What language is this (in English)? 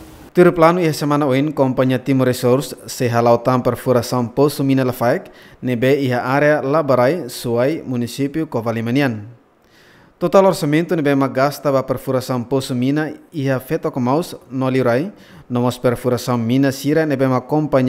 Tetum